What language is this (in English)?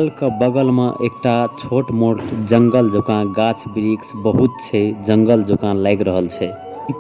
Maithili